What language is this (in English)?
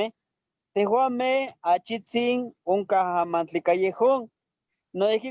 Eastern Huasteca Nahuatl